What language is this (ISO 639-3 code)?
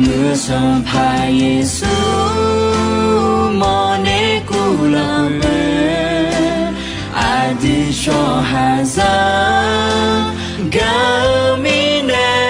ahk